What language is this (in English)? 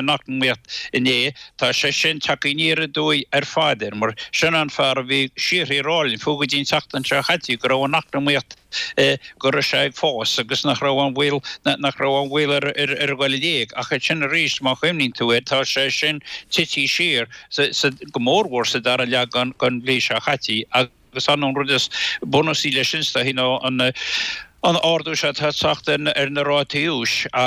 Irish